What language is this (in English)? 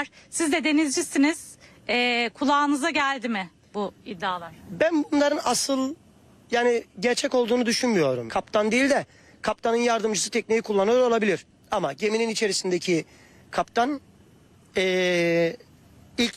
Turkish